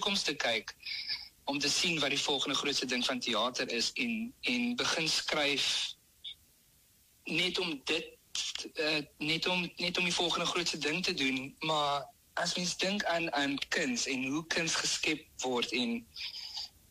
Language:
Afrikaans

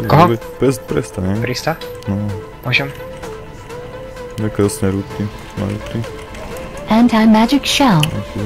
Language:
Slovak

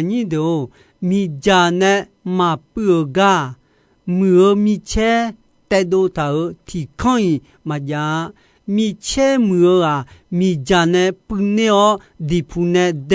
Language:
Akha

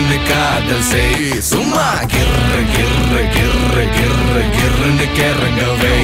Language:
Tamil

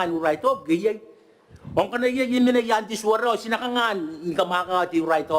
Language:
Gilbertese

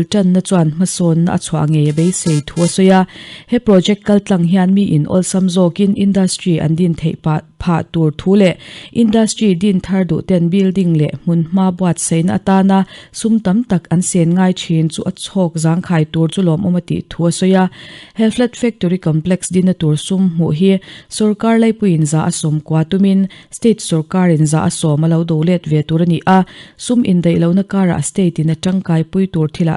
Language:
Mizo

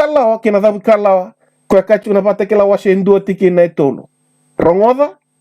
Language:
Fijian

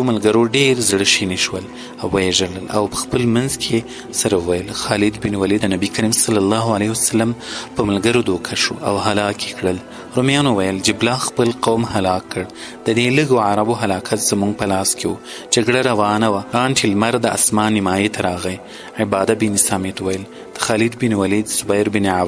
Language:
Pashto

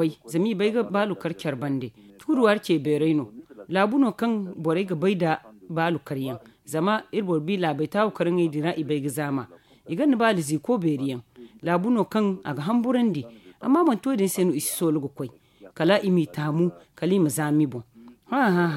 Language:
Zarma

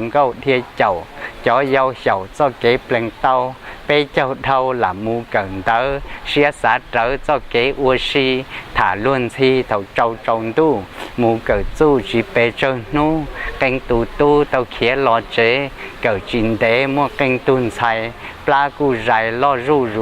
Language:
Hmong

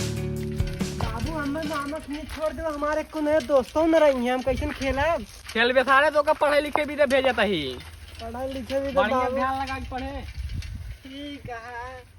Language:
Awadhi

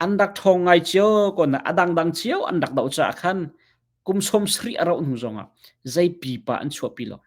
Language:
Hakha Chin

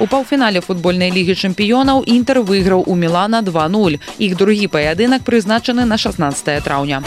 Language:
Belarusian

